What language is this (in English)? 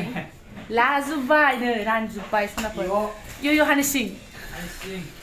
Bodo